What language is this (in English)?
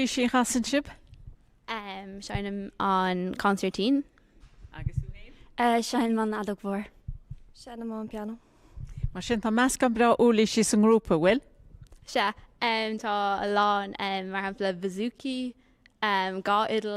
Irish